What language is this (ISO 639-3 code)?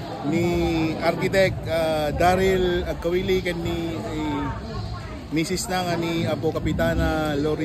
ilo